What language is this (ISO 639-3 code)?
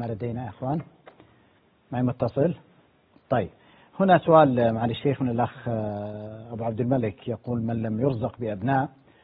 ara